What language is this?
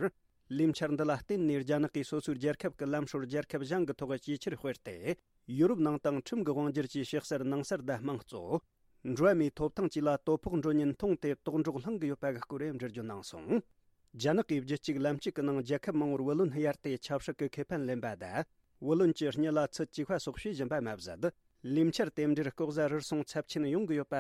Tibetan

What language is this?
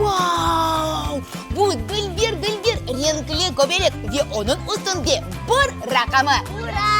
Crimean Tatar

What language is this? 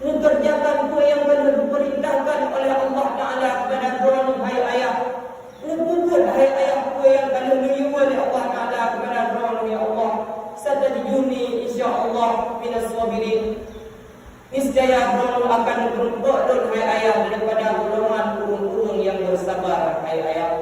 Achinese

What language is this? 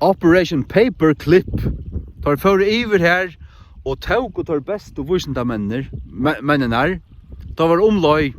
Faroese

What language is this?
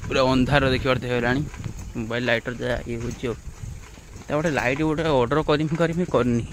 Odia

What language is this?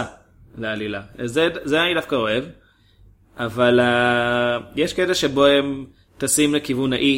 Hebrew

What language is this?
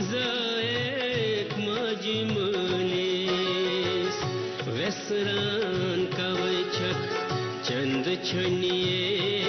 Kashmiri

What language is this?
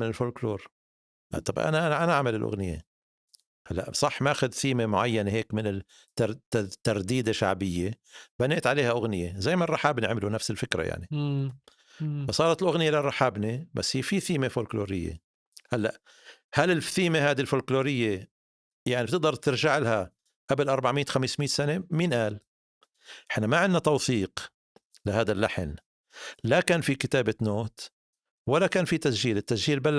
North Levantine Arabic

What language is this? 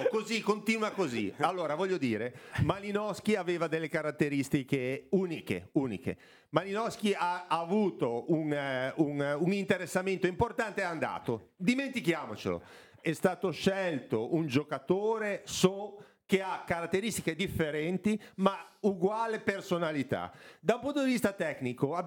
Italian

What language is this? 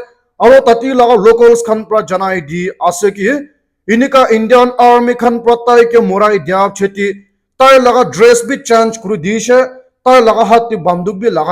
Naga Pidgin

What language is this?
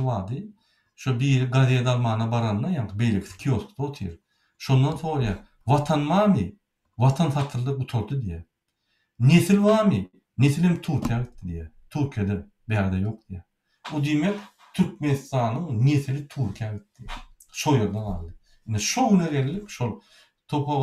Turkmen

